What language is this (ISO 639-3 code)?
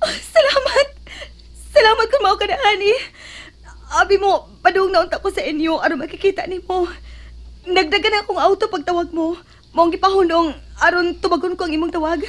ceb